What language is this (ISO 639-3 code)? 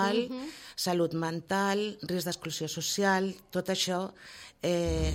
cat